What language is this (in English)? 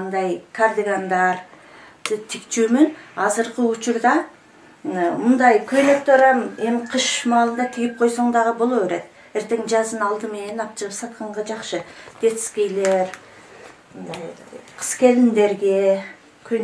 Kyrgyz